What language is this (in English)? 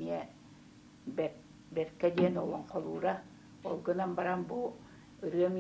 Yakut